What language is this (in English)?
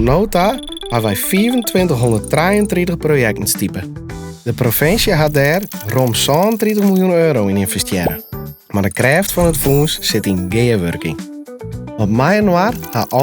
Western Frisian